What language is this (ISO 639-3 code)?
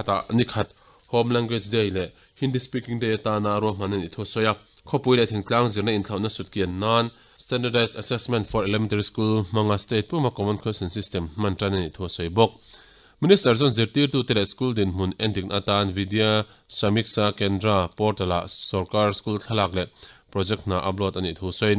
lus